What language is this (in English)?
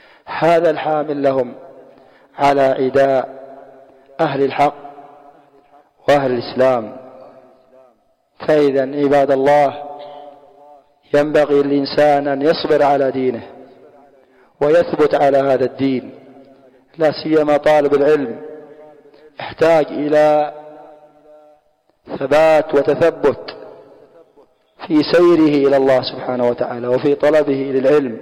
Arabic